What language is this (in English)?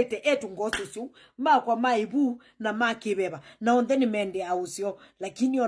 Kamba